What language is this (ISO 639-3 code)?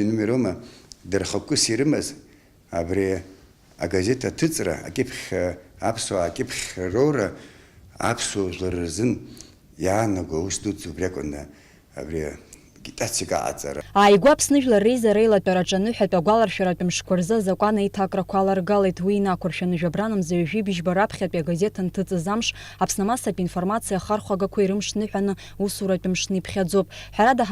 abk